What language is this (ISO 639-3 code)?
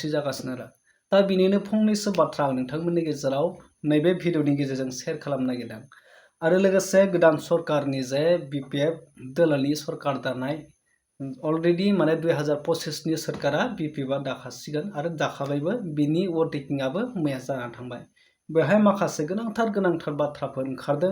brx